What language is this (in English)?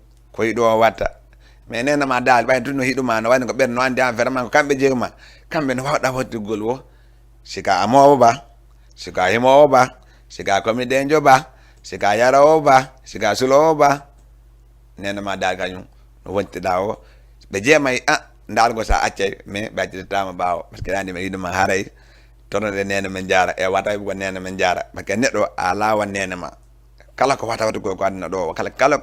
Fula